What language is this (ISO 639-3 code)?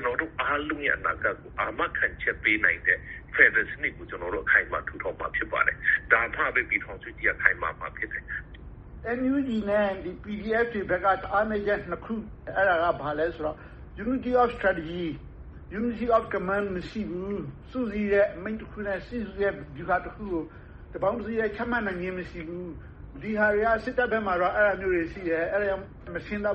mya